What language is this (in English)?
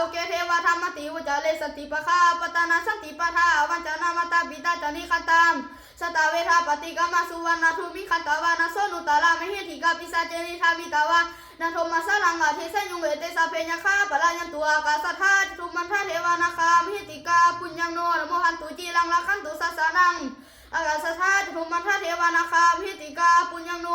Pali